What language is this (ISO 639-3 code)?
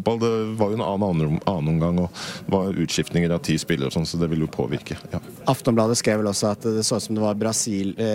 nor